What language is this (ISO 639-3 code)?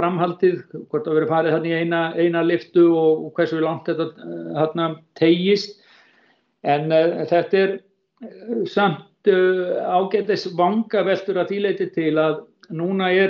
isl